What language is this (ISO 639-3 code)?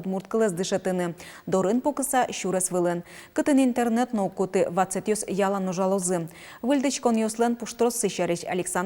udm